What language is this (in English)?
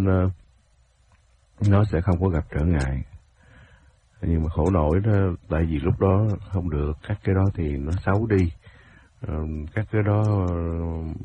Vietnamese